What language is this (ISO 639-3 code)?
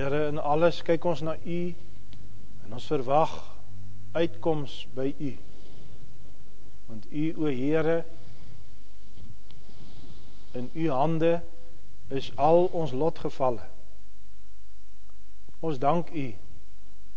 afr